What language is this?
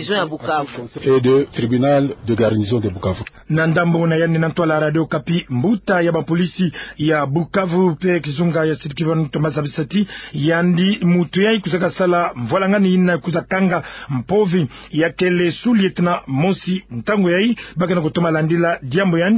Kituba (Democratic Republic of Congo)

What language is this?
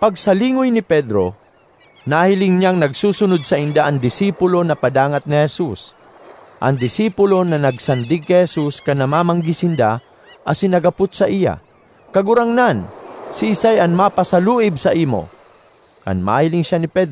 Bikol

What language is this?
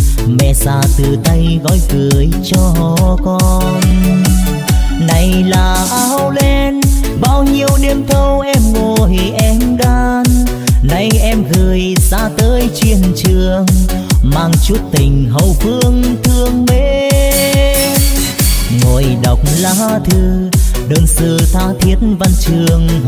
Vietnamese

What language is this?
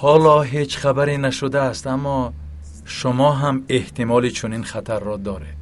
Tajik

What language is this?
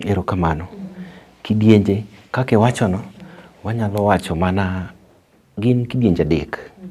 Luo (Kenya and Tanzania)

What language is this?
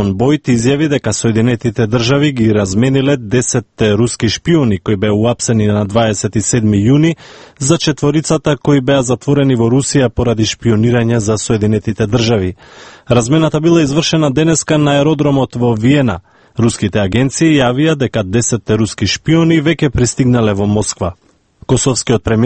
Macedonian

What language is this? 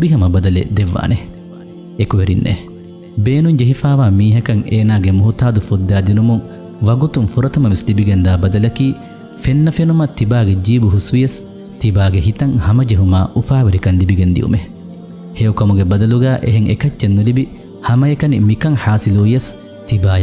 Divehi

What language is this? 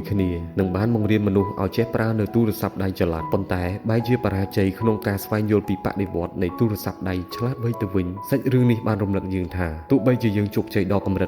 Khmer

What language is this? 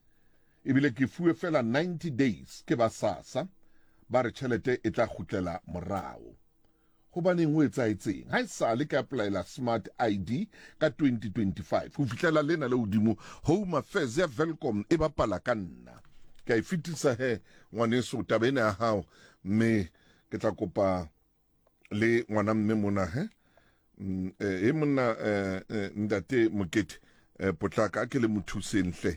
Southern Sotho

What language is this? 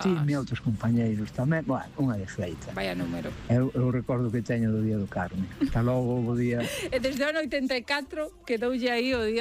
Galician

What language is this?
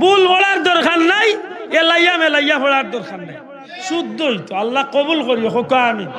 Sylheti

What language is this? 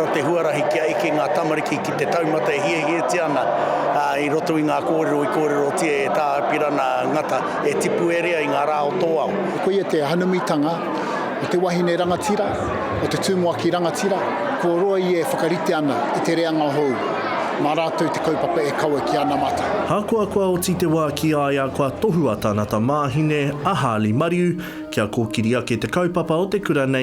Māori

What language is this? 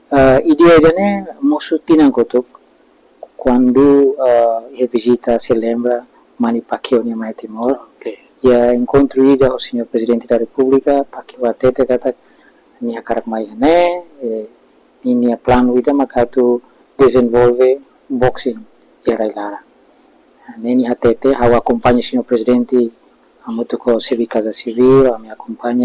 Tetum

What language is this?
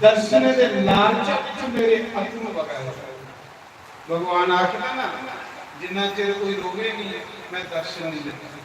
Dogri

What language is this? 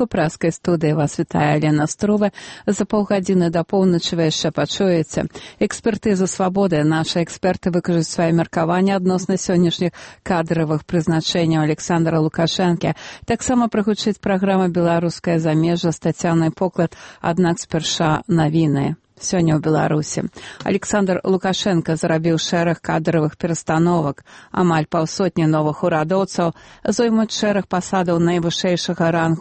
Belarusian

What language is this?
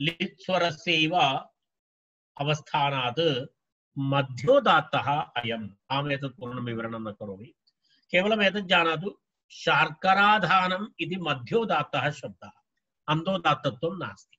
Sanskrit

